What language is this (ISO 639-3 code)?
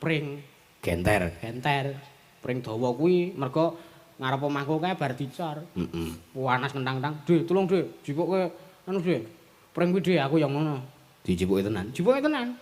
jav